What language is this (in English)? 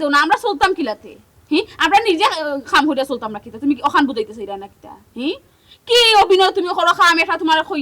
Sylheti